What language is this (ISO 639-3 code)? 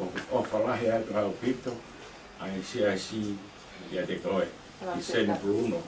ton